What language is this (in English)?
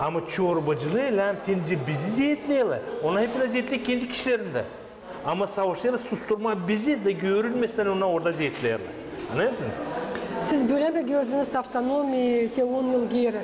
Gagauz